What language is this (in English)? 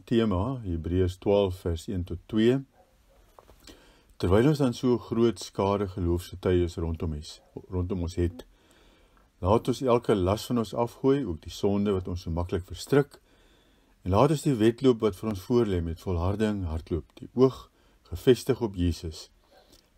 Afrikaans